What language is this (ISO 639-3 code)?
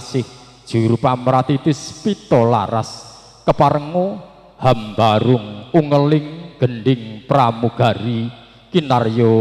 jav